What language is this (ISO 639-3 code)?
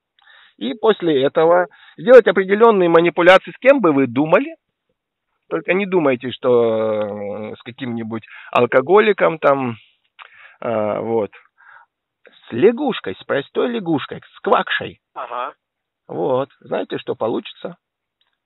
rus